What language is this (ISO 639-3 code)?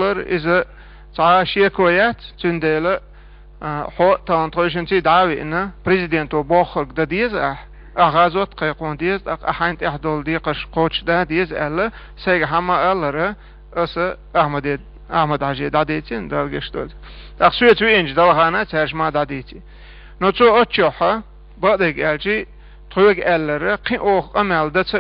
che